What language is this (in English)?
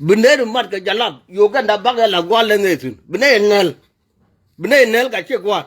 Nuer